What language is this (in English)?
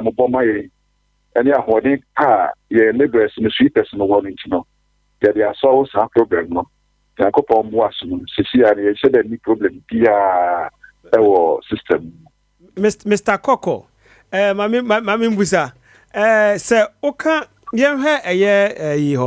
Akan